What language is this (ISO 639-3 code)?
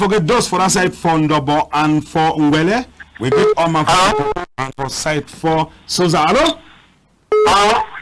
wes